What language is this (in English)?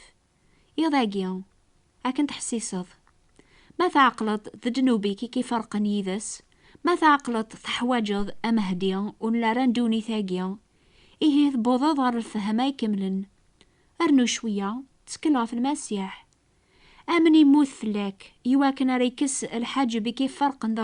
Kabyle